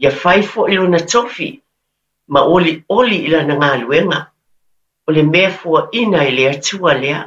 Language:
Samoan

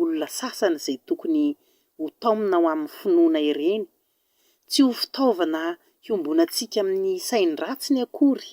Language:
Malagasy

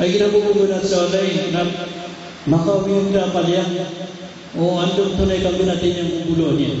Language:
Maranao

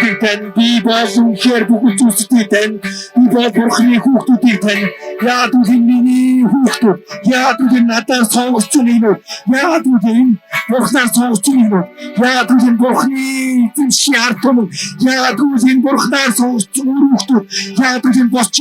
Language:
Mongolian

